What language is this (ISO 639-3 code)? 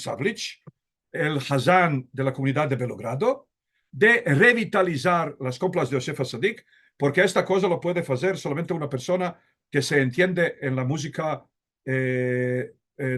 lad